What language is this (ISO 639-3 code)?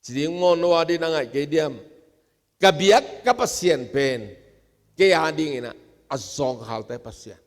ctd